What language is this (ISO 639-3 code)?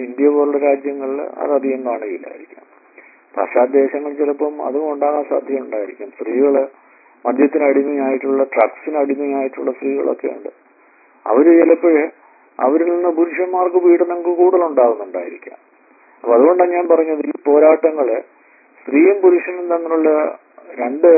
mal